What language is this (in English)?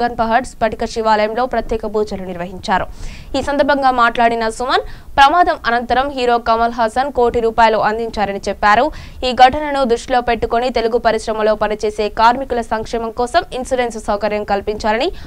Telugu